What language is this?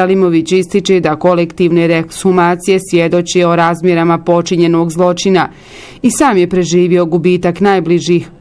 Bosnian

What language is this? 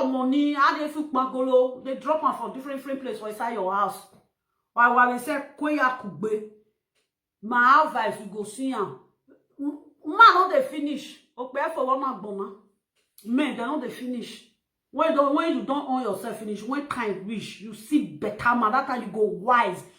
Nigerian Pidgin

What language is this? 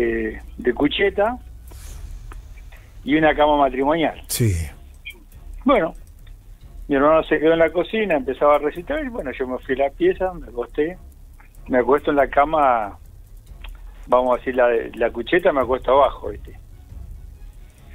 Spanish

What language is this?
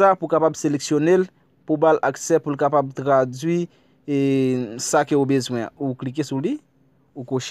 Haitian Creole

